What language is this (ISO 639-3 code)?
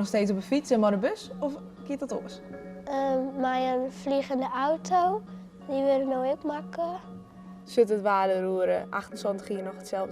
fry